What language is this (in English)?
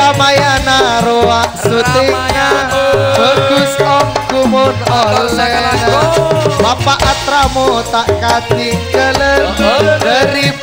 Madurese